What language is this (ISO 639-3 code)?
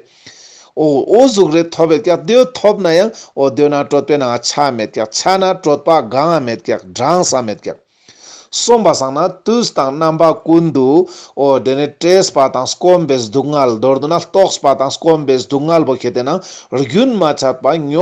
lbj